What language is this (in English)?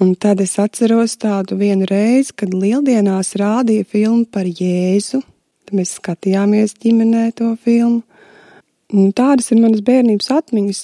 Latvian